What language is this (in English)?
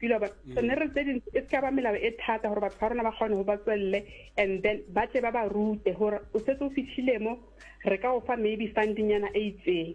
Southern Sotho